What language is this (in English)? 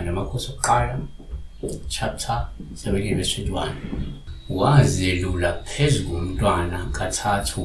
Zulu